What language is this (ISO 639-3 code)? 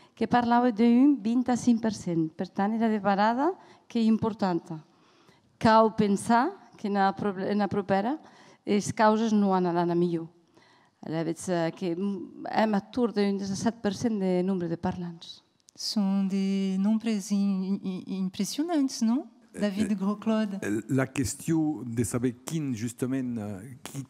oci